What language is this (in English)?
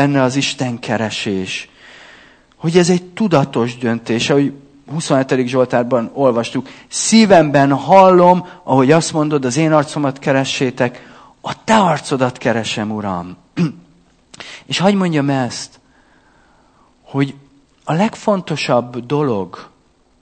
Hungarian